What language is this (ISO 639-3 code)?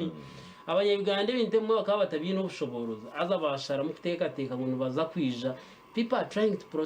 nyn